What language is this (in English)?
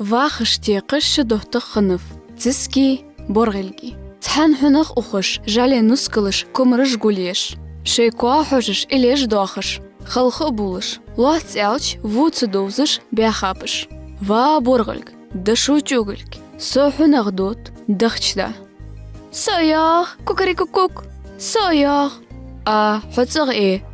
Ingush